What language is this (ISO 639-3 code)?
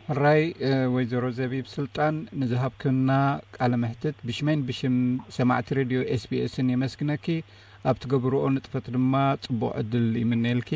tir